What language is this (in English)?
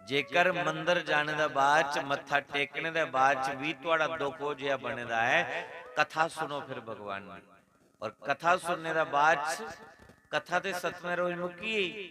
Dogri